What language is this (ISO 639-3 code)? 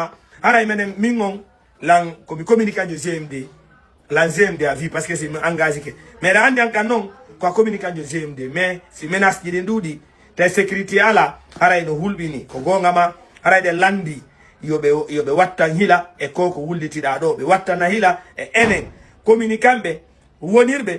ful